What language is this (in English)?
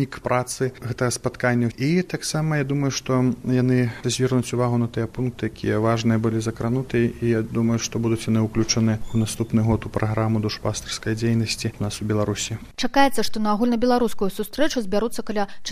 Belarusian